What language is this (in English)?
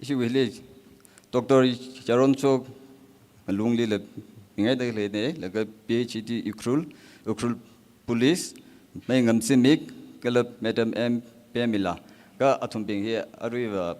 Tangkhul Naga (India)